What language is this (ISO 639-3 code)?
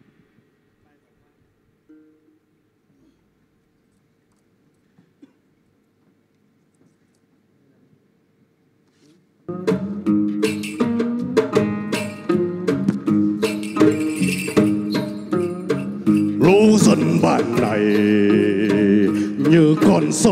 vie